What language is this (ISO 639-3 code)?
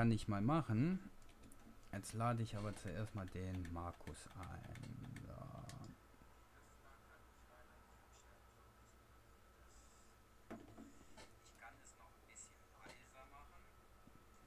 deu